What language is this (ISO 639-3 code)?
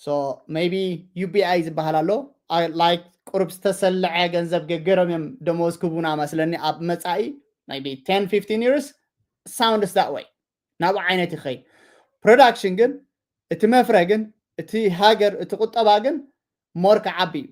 tir